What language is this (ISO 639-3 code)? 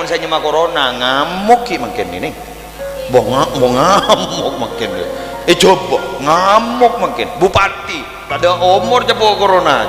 mad